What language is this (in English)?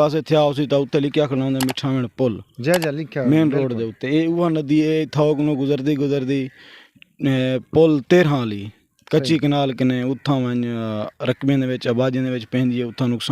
Saraiki